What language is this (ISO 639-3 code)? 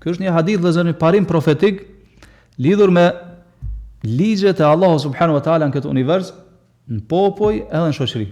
sqi